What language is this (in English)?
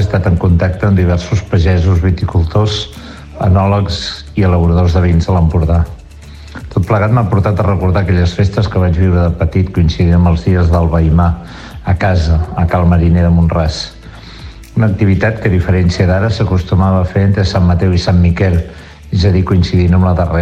Catalan